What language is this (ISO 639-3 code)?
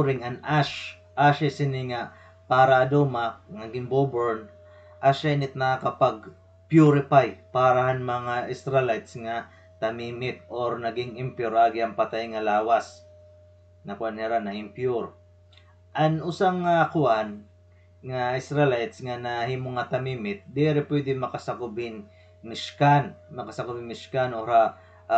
war